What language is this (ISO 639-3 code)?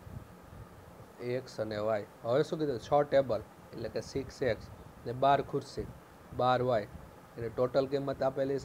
guj